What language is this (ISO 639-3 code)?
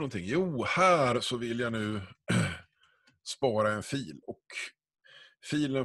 swe